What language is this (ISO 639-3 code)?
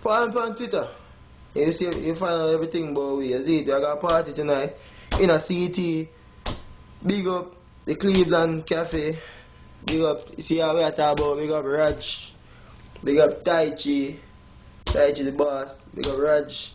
jam